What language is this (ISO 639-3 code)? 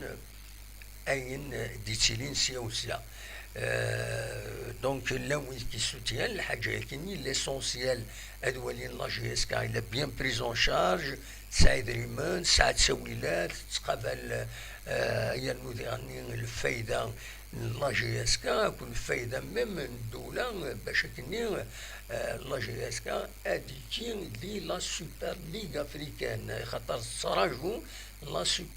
kab